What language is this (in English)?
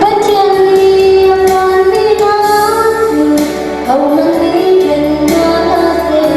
Falam Chin